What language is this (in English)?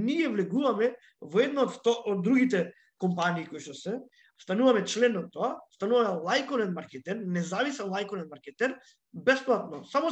Macedonian